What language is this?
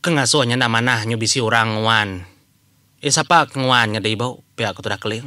Iban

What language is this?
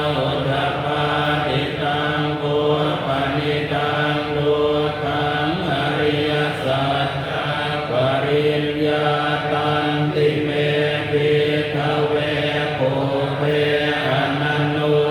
Pali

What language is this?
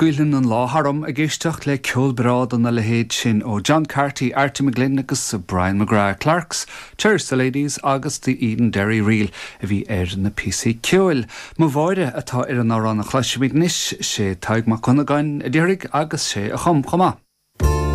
Irish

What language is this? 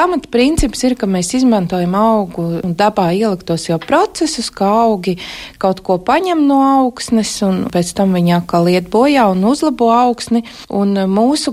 Latvian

